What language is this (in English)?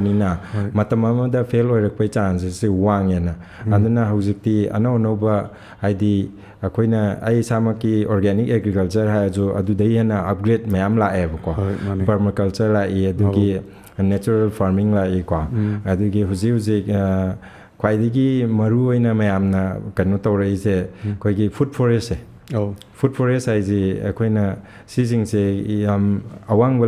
Manipuri